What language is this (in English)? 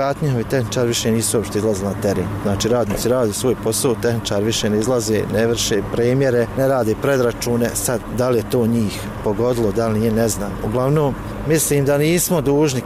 Bosnian